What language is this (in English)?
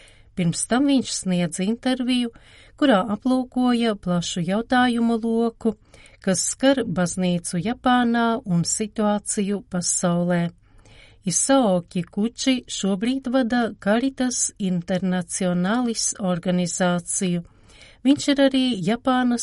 Latvian